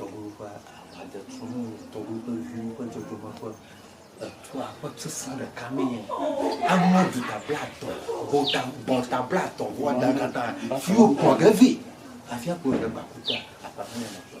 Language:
Ewe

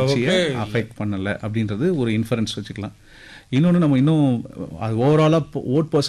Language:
Tamil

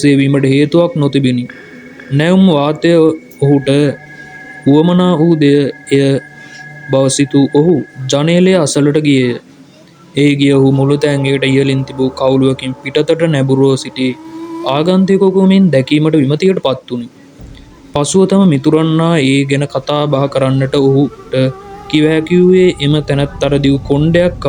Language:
Sinhala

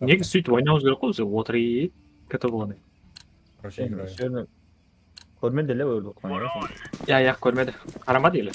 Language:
Kara-Kalpak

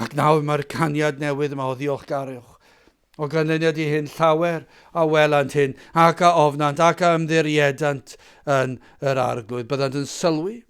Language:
Welsh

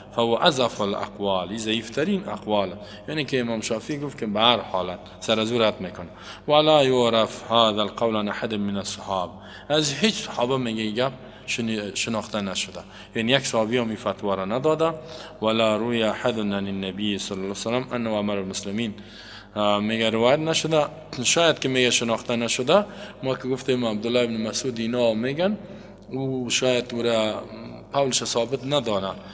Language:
Persian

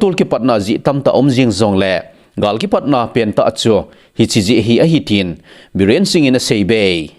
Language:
Thado Chin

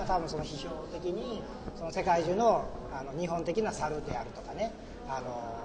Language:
Japanese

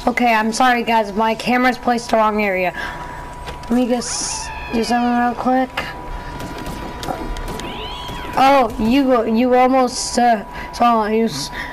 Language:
English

